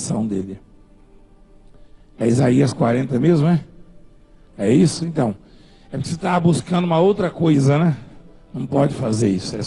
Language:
Portuguese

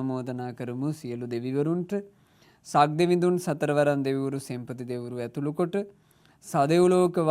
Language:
Sinhala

